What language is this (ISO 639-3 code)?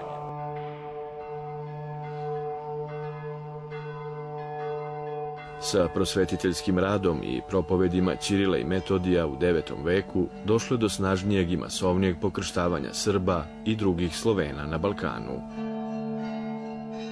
srp